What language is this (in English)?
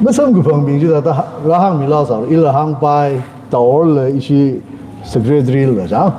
Tangkhul Naga (India)